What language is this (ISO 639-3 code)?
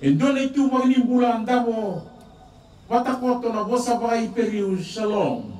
fij